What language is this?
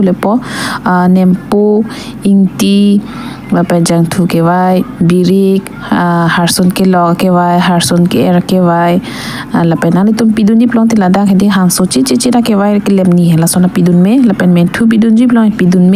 Karbi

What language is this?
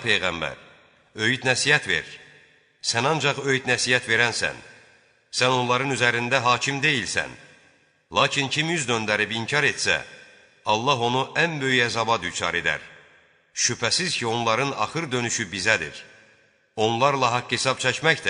Azerbaijani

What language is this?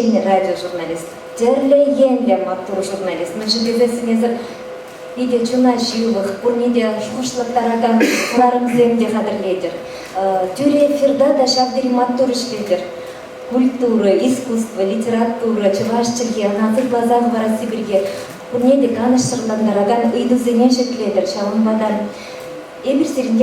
Chuvash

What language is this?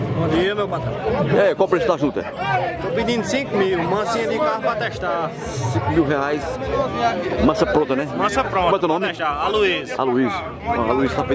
Portuguese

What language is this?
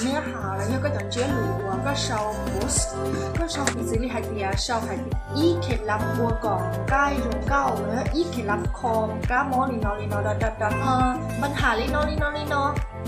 Hmong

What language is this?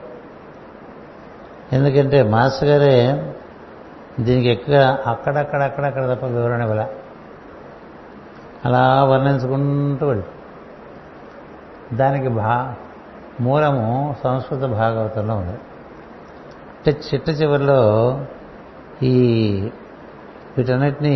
Telugu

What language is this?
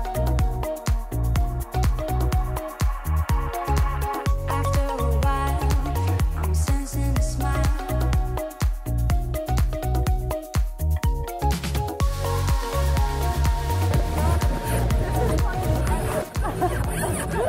Thai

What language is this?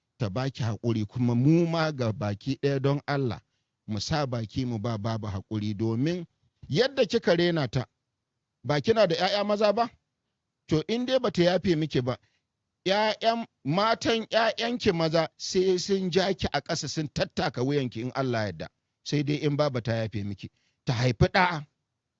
Hausa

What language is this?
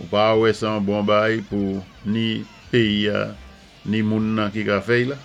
Saint Lucian Creole French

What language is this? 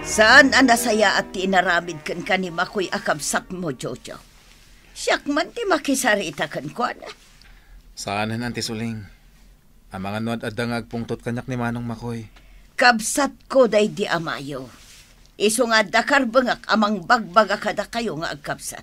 Iloko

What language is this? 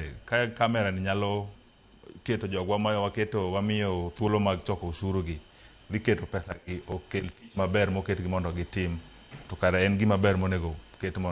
Luo (Kenya and Tanzania)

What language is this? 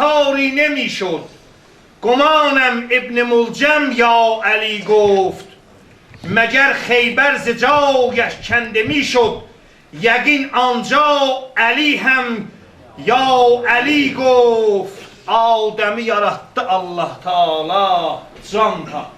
South Azerbaijani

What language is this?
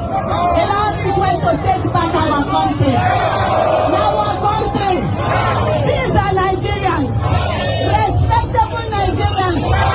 Nigerian Pidgin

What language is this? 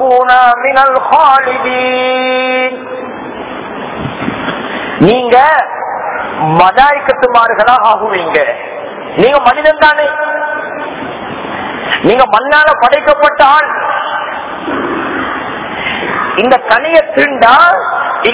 Tamil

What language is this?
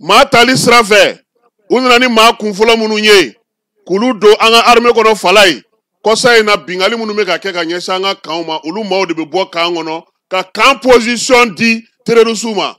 Bambara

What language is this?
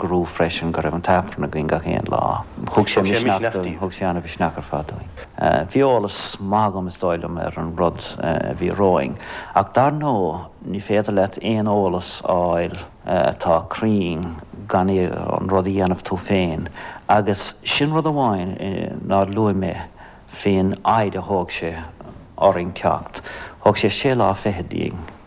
Irish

